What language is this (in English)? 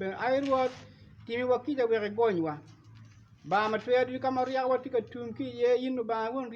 Acoli